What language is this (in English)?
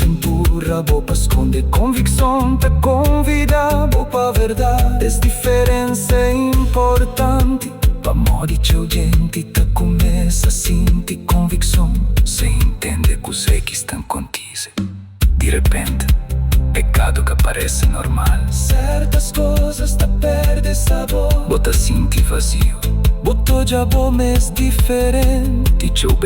Kabuverdianu